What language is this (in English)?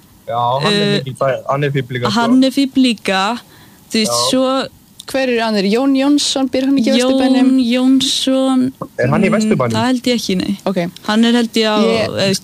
Icelandic